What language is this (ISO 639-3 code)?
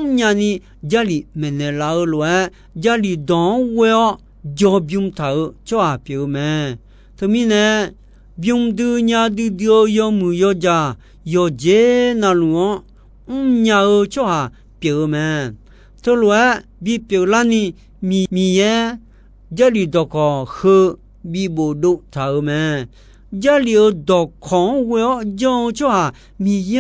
ahk